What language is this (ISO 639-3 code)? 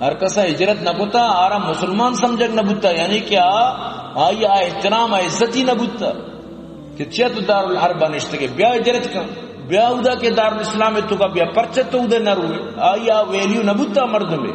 bgp